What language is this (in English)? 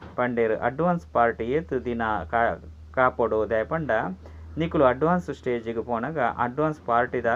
Tulu